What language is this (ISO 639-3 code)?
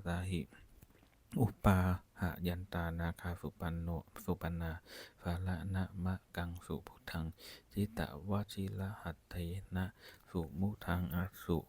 pli